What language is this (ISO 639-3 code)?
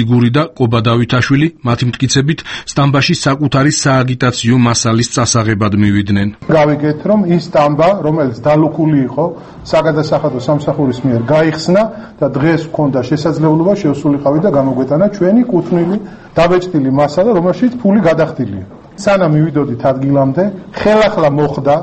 kat